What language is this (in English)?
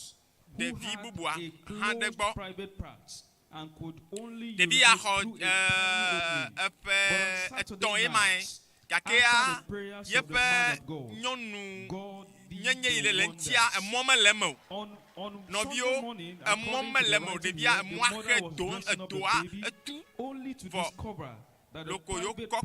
Ewe